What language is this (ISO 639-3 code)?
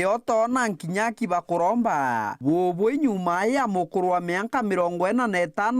mer